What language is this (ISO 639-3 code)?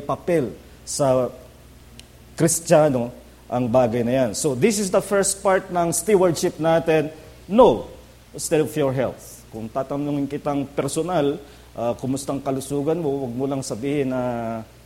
fil